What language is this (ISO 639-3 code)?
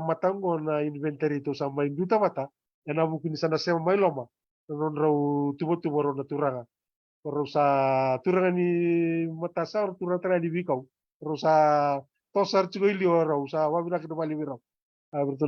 fij